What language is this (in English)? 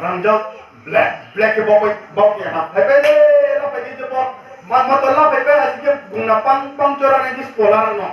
Riang (India)